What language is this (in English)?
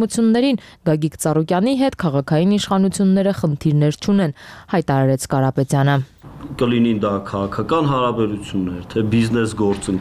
Armenian